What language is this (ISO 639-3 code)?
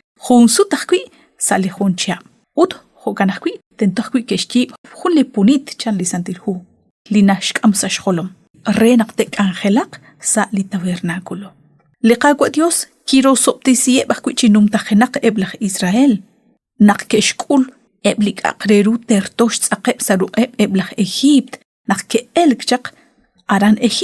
kek